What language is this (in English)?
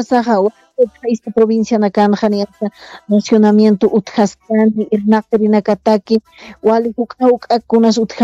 Aymara